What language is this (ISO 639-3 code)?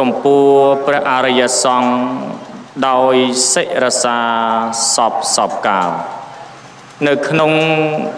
khm